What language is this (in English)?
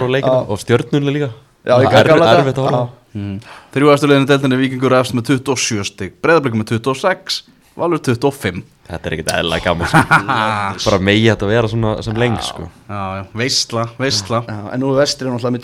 Icelandic